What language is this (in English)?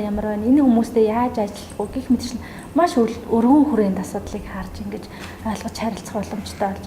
Mongolian